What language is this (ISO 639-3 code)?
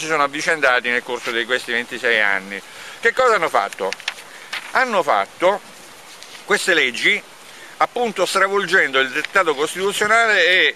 ita